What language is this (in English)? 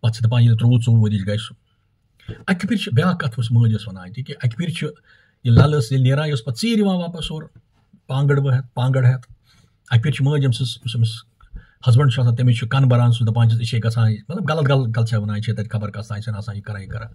Kashmiri